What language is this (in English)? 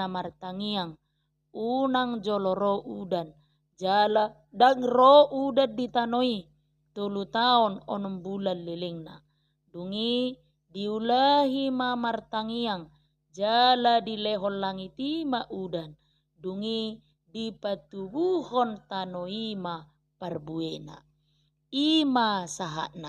Batak Toba